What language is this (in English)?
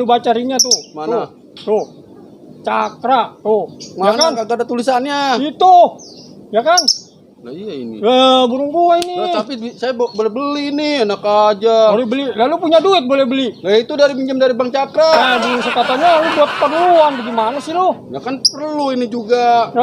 Betawi